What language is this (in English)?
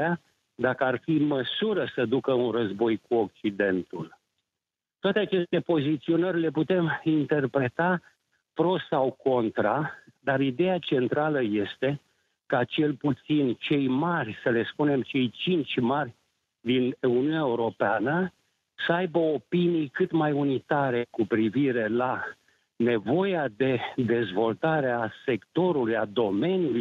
Romanian